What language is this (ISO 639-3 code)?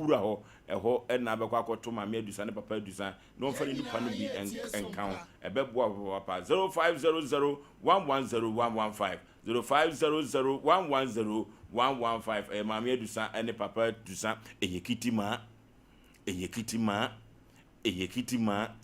aka